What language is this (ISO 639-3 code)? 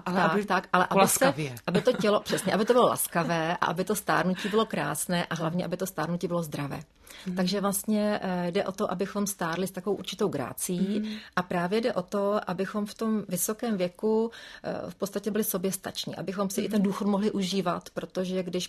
ces